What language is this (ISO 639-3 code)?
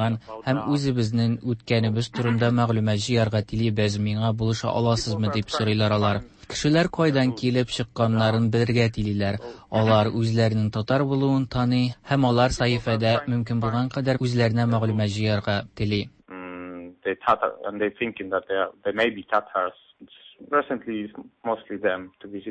tat